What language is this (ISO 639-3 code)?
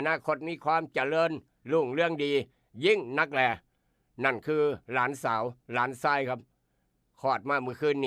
tts